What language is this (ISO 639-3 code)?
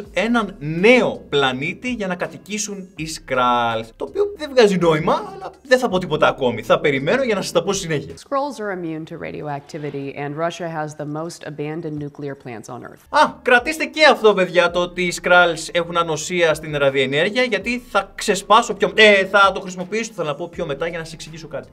ell